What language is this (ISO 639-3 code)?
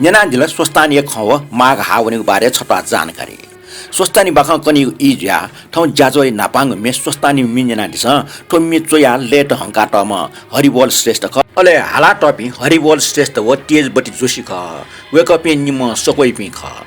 new